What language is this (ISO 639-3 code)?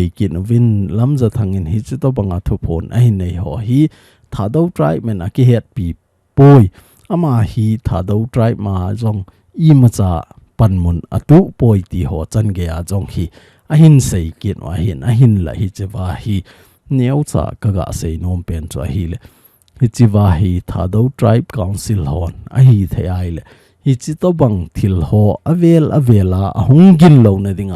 tcz